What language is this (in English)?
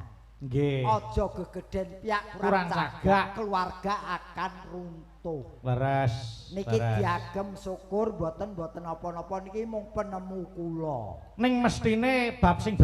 Javanese